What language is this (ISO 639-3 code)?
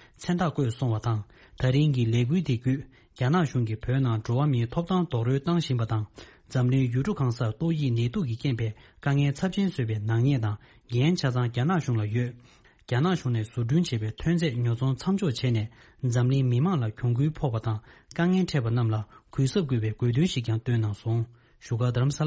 bod